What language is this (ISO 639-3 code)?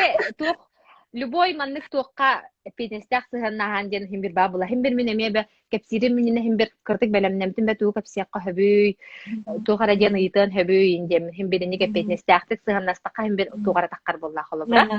sah